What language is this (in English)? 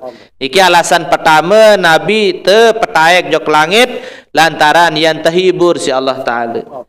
Sasak